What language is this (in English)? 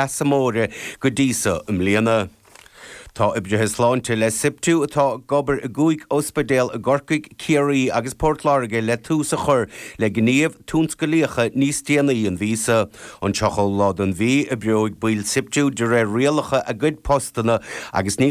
Irish